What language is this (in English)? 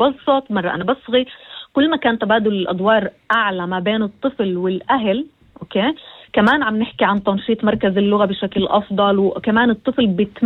North Levantine Arabic